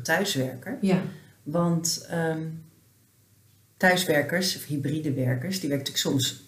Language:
Dutch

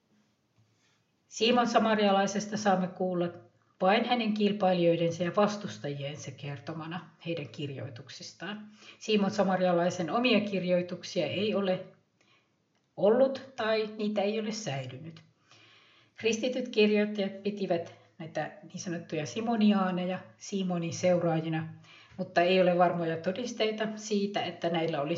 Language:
Finnish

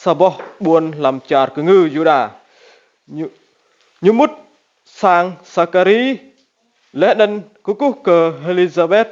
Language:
Rade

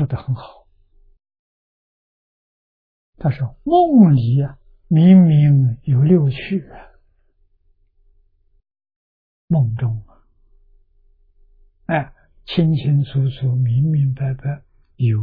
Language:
Chinese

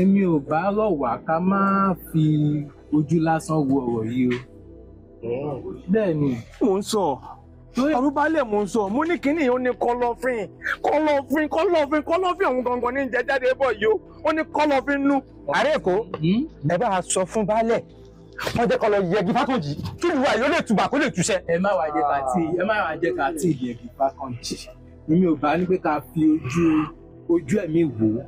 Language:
Yoruba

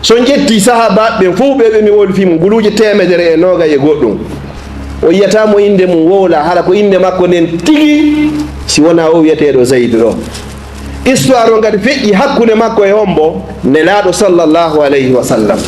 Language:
Fula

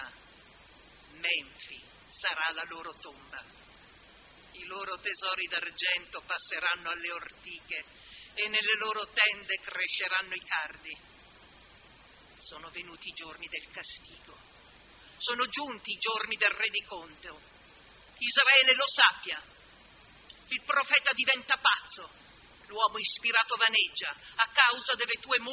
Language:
Italian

